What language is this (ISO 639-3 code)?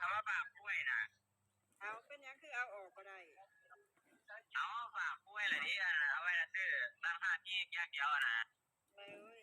tts